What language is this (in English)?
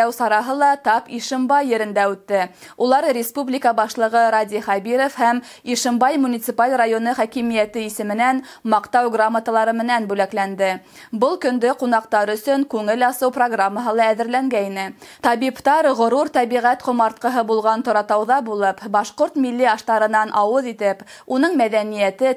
Bashkir